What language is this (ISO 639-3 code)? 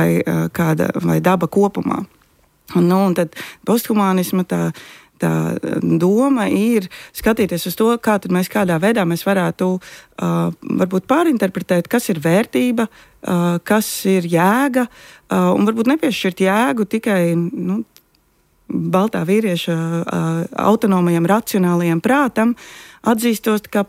lav